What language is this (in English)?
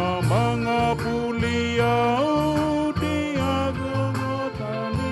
Batak Toba